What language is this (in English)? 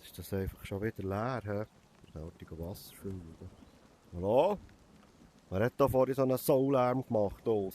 Swiss German